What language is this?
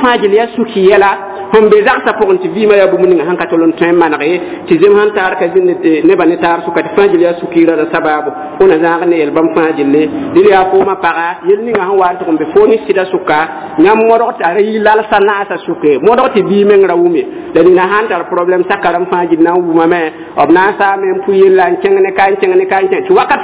Mossi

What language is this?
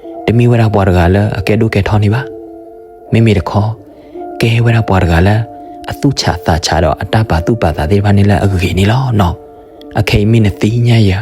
S'gaw Karen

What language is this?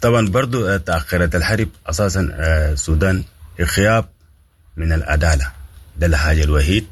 Sudanese Arabic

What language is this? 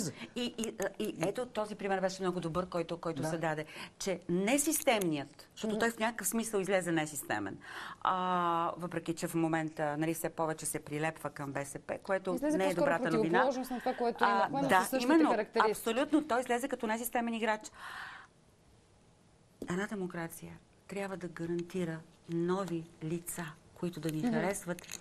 Bulgarian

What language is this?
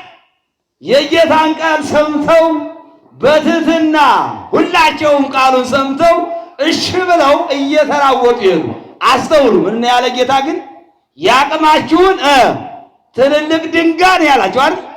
Amharic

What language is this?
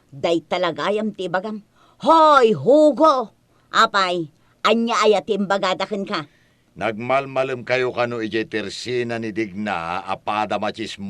Iloko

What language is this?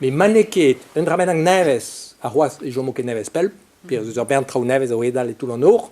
Breton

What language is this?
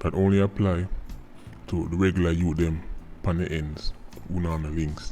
Jamaican Creole English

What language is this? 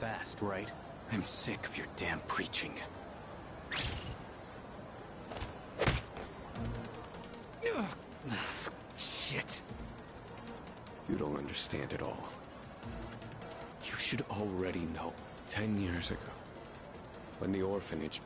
English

